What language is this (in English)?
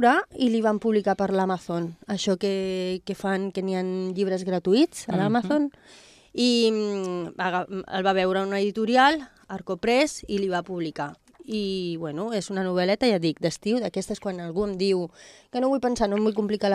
Catalan